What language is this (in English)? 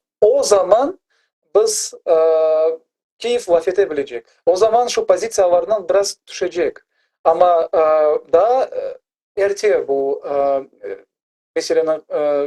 Crimean Tatar